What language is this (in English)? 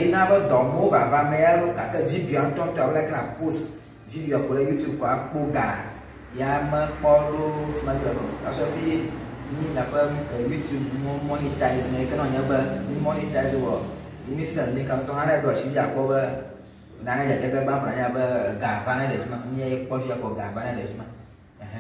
Ewe